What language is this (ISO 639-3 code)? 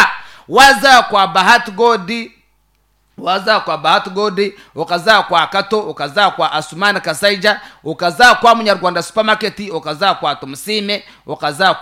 nyn